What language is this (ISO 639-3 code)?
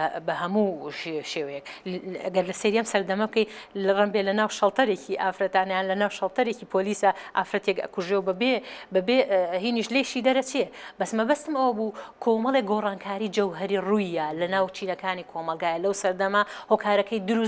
ckb